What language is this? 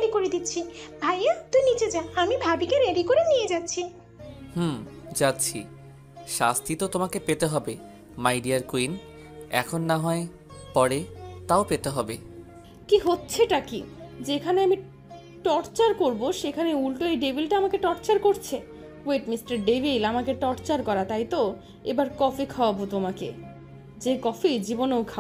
Bangla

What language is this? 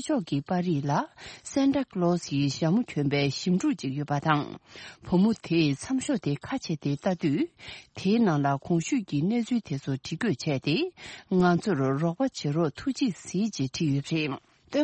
Tibetan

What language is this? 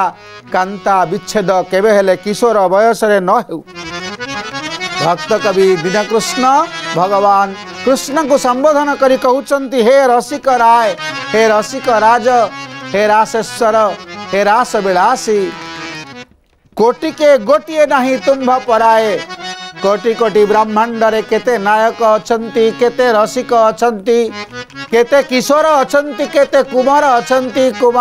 Odia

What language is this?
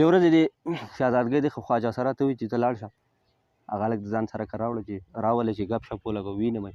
Pashto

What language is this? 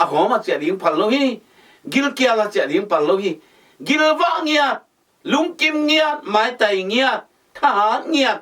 Tedim Chin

